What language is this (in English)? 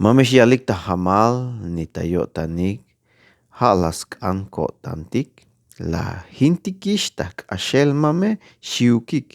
Tzeltal